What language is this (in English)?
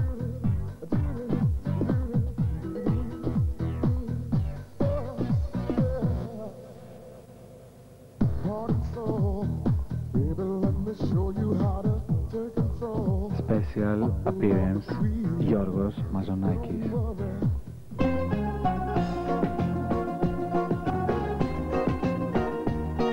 Greek